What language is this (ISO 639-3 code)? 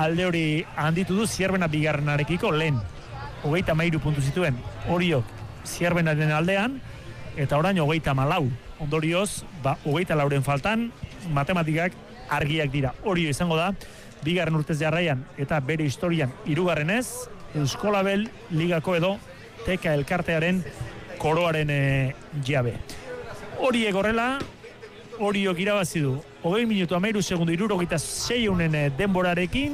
eus